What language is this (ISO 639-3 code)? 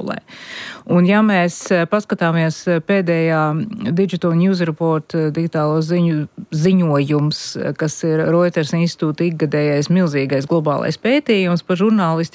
lav